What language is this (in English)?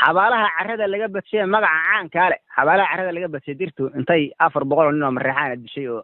Somali